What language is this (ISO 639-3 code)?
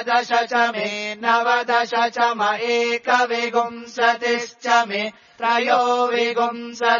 san